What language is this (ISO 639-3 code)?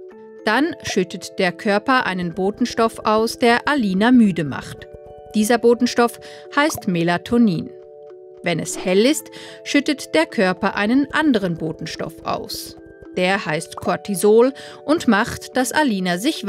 gsw